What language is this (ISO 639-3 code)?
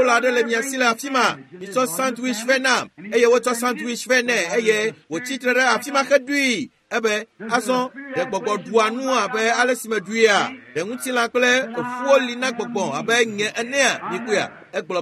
ewe